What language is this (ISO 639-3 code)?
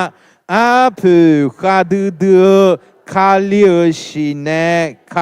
ahk